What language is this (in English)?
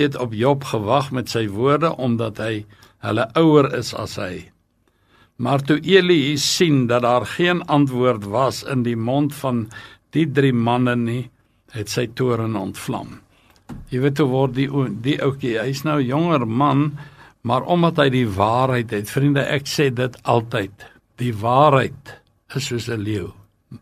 Afrikaans